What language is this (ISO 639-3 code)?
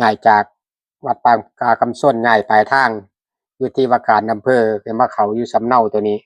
tts